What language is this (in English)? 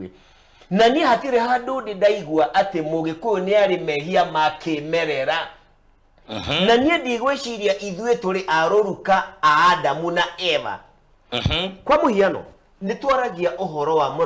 Kikuyu